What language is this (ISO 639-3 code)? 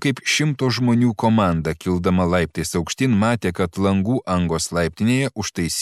lit